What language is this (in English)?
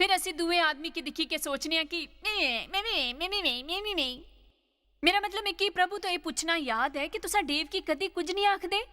Dogri